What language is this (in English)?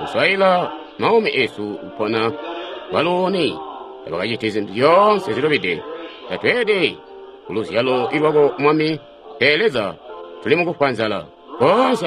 Tonga (Zambia)